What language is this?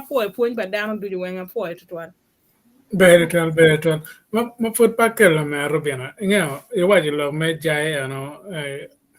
Acoli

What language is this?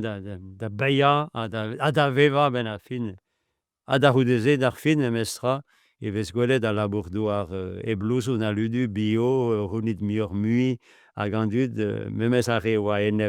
Breton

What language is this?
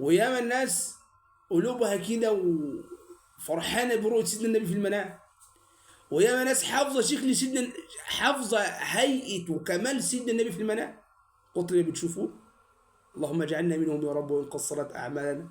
Egyptian Arabic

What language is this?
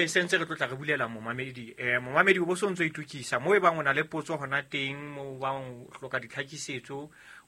Southern Sotho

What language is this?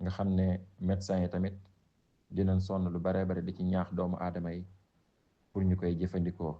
Wolof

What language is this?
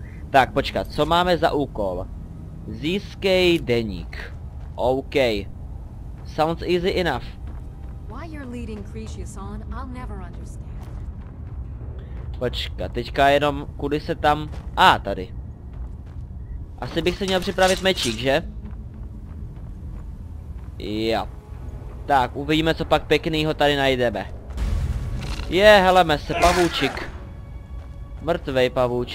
Czech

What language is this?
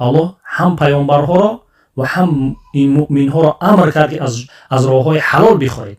Tajik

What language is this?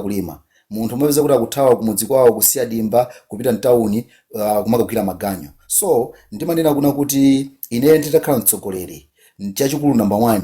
Nyanja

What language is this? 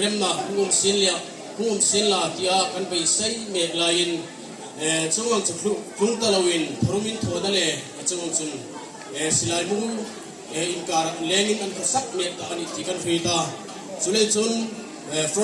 Hmar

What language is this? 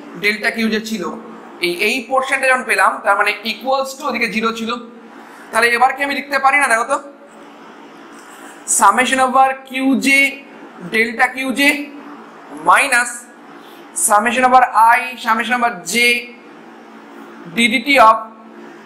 Bangla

